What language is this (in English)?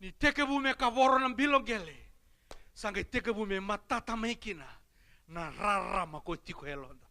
Fijian